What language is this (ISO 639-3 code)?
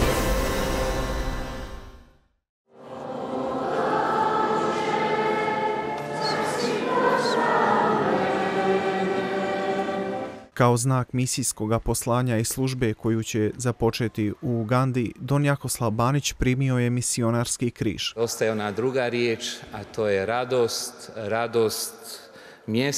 hrv